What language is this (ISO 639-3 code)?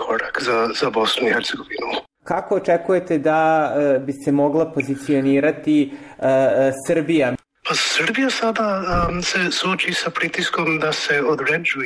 bos